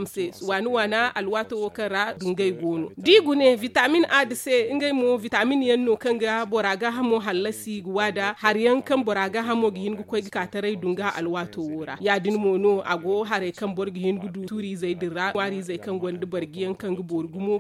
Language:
Zarma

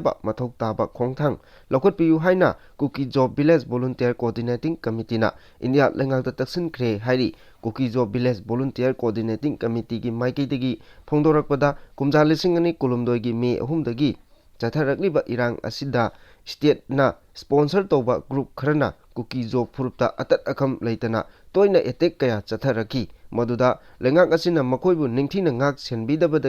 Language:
Manipuri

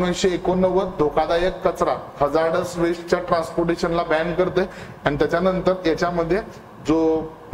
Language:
Marathi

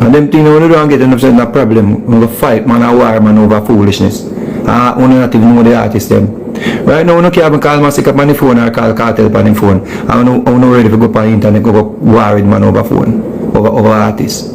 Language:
Jamaican Creole English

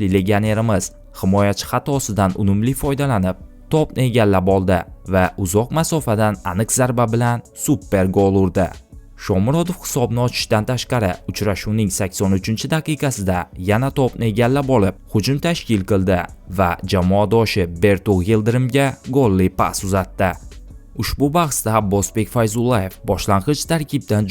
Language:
Uzbek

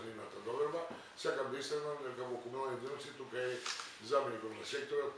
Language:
Macedonian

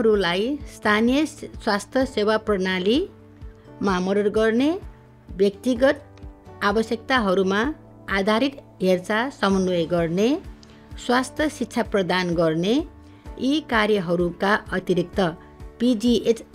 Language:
Nepali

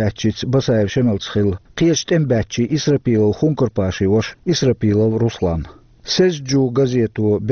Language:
Chechen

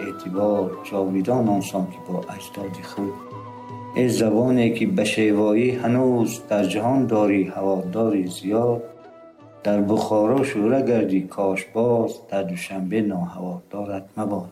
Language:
Tajik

